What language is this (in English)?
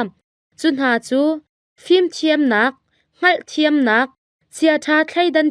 Hakha Chin